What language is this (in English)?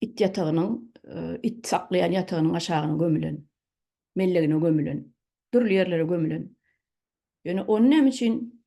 Turkmen